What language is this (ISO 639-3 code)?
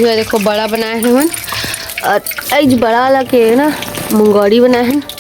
hne